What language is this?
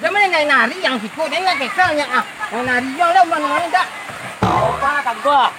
Minangkabau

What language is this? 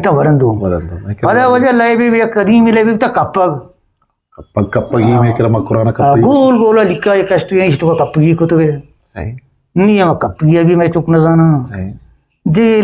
Eastern Balochi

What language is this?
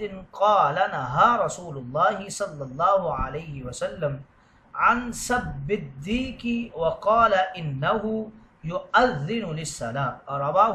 Urdu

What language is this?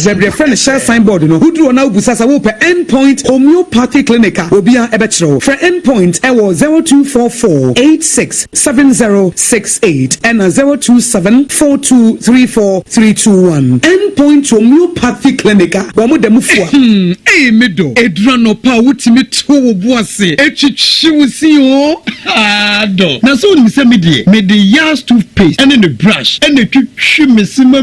Akan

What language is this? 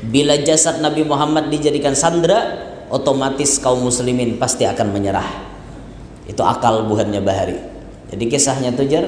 Banjar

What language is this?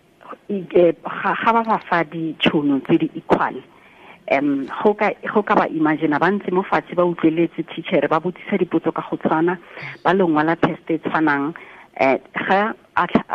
Tswana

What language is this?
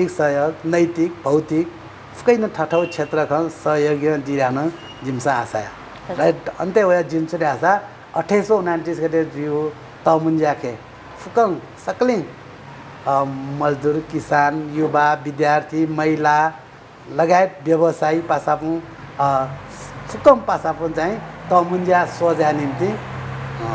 Newari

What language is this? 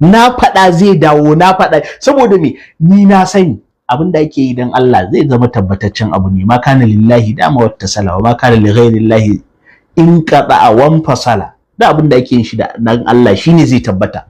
Hausa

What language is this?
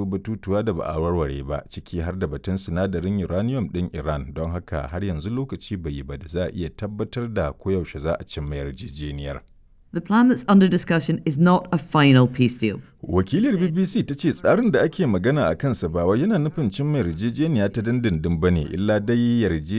Hausa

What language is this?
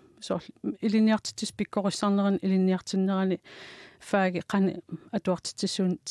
Kalaallisut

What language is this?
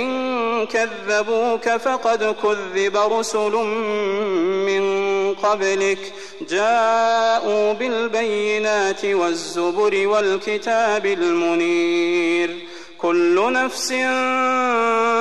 Arabic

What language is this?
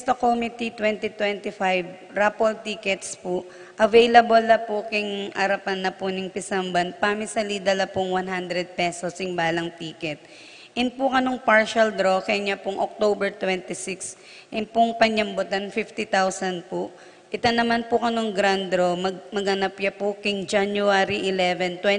Pampanga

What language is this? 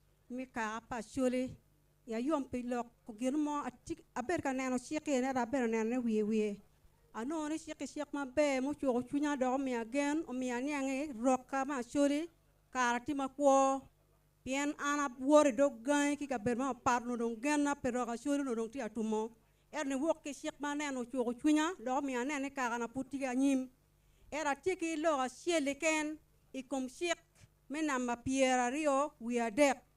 Acoli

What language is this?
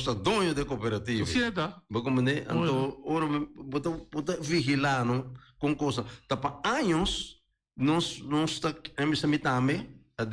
Papiamento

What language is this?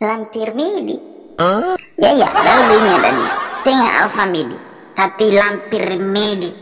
Nias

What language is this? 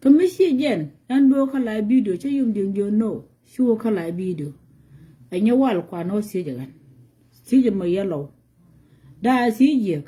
Nuer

